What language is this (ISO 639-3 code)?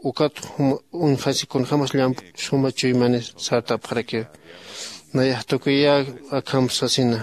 aym